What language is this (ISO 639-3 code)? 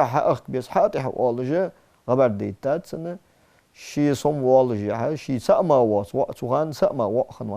inh